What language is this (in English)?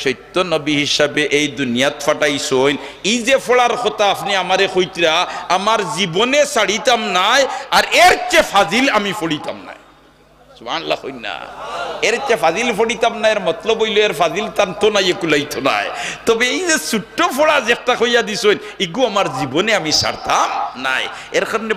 Sylheti